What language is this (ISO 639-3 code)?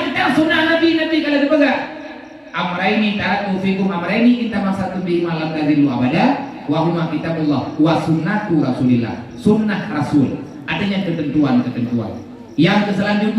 ace